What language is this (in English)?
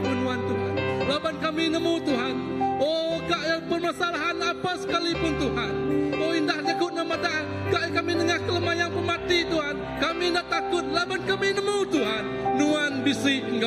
Iban